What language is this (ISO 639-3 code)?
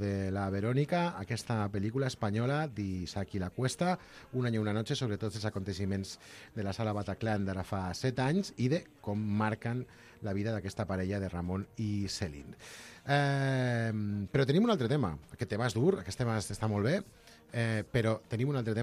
cat